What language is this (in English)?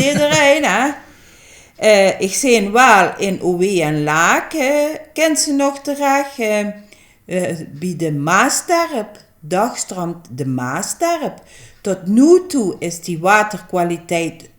Limburgish